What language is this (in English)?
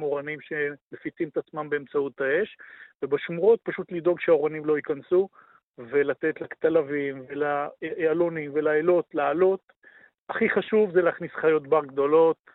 Hebrew